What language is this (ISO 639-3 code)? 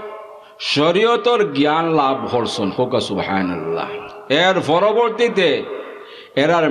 syl